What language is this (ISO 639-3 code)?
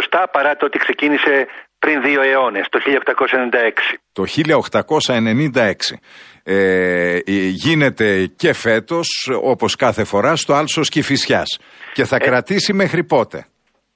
ell